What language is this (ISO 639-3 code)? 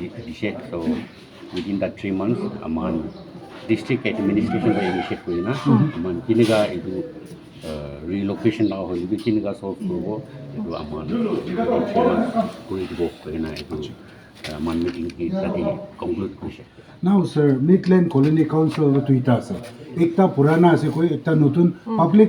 nag